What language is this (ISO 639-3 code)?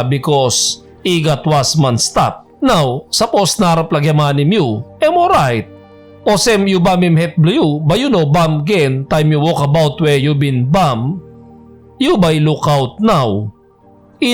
tpi